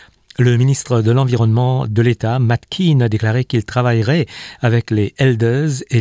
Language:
French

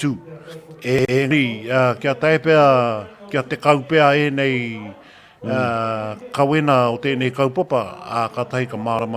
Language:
Māori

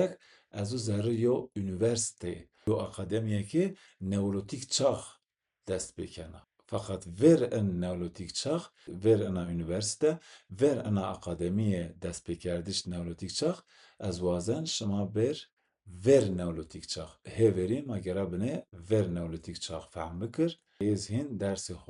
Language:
Zaza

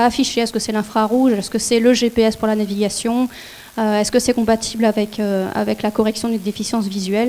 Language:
French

